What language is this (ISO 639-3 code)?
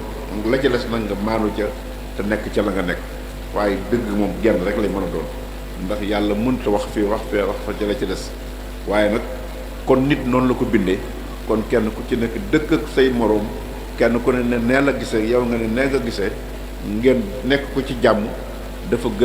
wol